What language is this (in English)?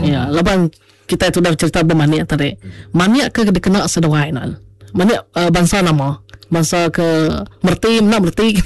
Iban